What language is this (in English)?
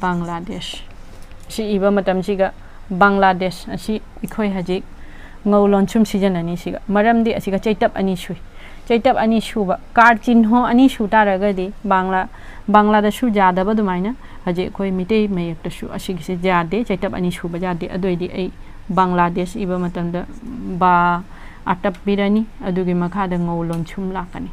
Manipuri